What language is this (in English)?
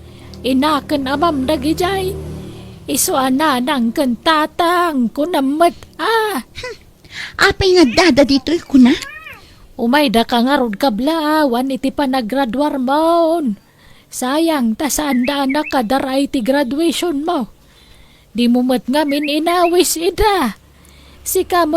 Iloko